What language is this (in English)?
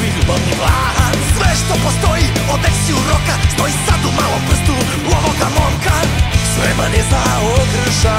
Serbian